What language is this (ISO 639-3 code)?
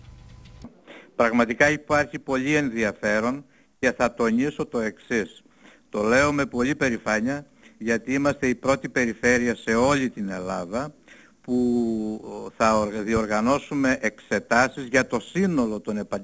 ell